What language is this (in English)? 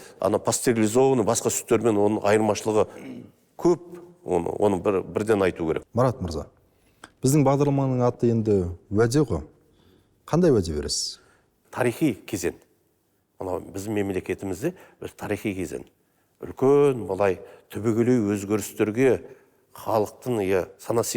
Kazakh